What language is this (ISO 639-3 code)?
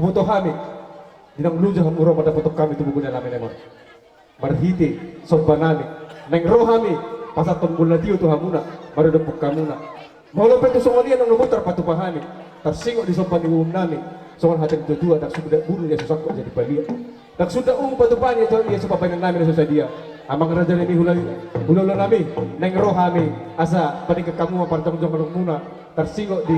bbc